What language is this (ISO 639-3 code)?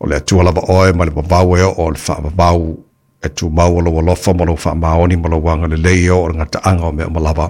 smo